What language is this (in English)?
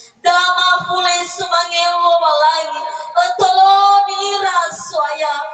Nias